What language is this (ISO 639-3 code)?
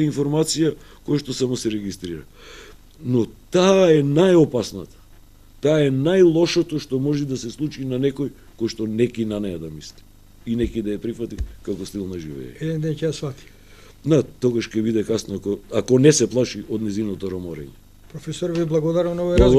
mkd